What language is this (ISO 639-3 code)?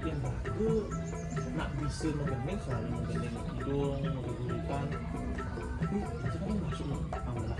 ban